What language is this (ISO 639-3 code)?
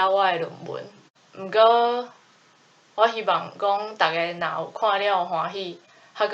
nan